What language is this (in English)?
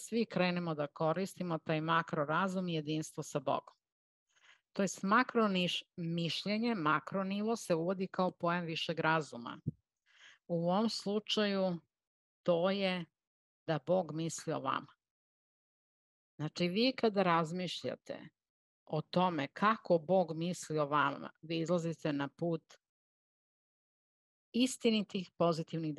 Serbian